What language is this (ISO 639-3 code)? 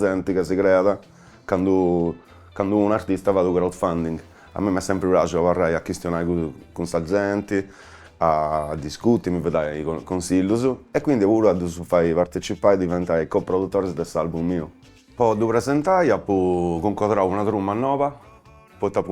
srd